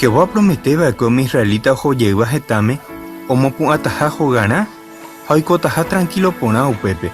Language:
Guarani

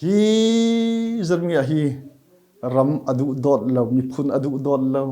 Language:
Falam Chin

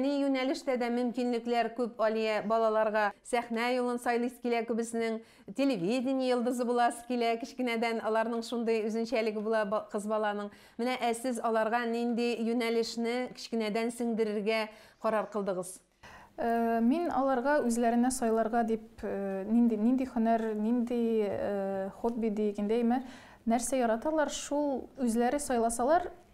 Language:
Tatar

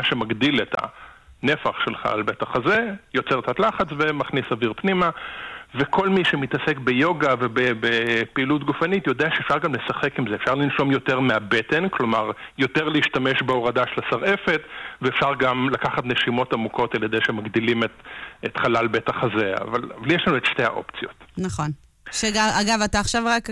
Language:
Hebrew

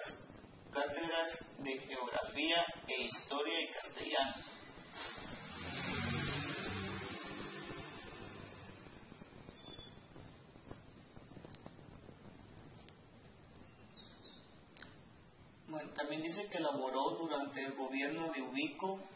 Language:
Spanish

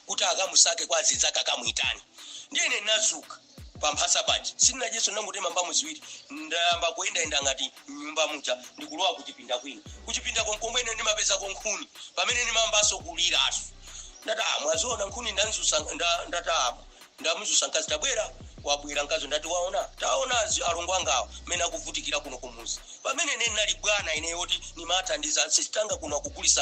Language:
Nyanja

